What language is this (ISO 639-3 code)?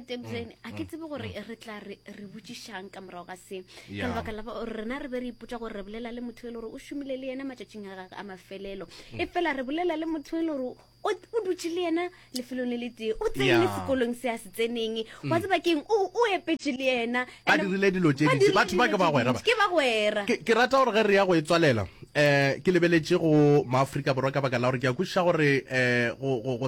nso